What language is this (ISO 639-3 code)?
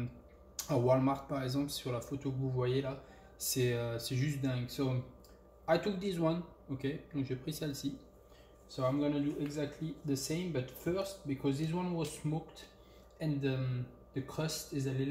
fra